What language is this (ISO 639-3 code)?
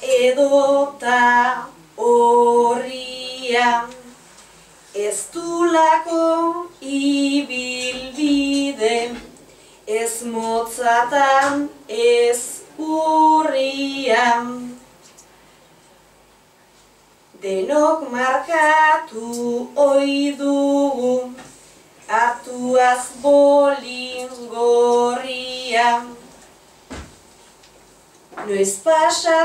eus